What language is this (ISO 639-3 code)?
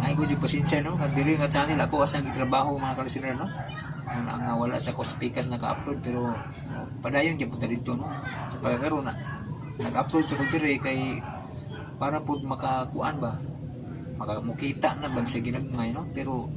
ceb